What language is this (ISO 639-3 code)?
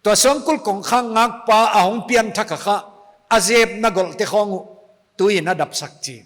pck